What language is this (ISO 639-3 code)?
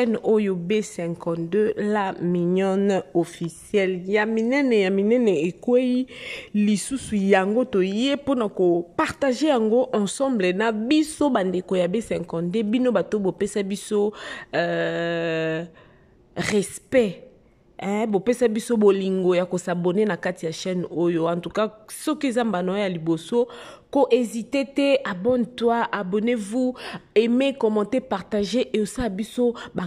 lin